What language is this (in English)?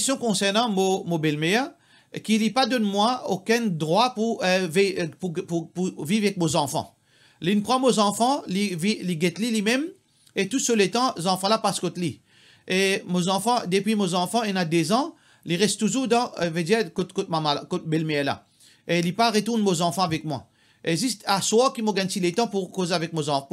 Morisyen